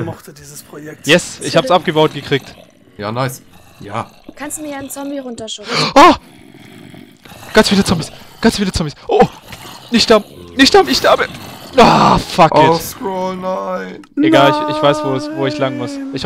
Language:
German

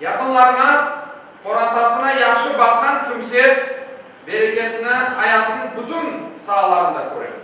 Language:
Crimean Tatar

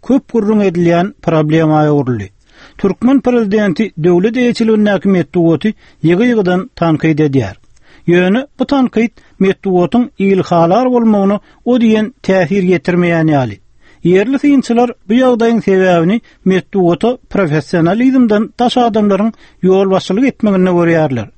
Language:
Turkmen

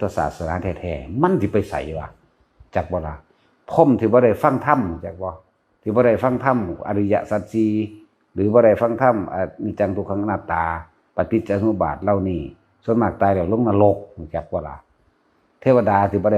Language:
Northeastern Thai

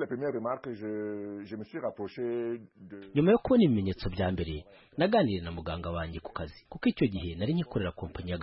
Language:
Kinyarwanda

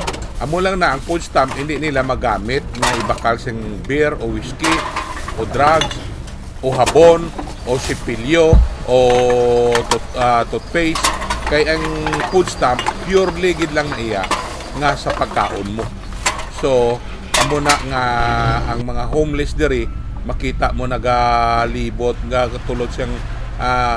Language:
Hiligaynon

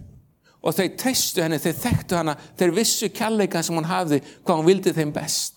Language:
Icelandic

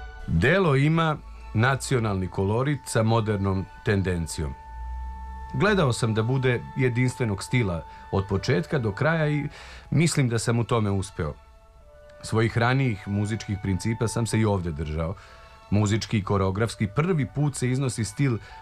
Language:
Serbian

